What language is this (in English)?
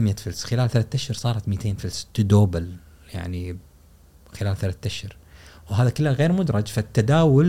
Gulf Arabic